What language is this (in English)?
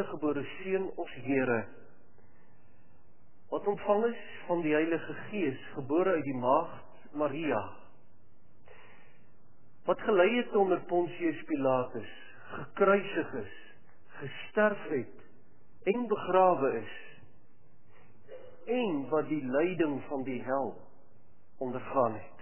Afrikaans